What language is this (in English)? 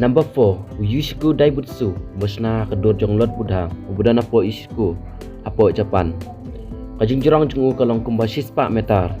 Khasi